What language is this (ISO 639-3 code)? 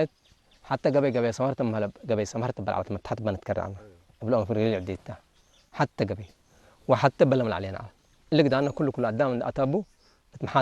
tig